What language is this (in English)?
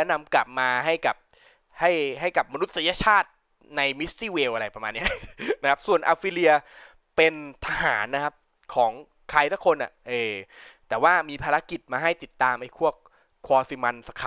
Thai